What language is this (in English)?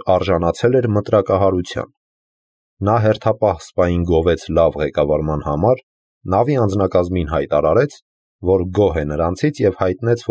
Armenian